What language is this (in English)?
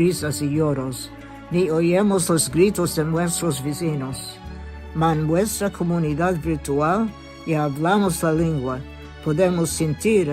Ladino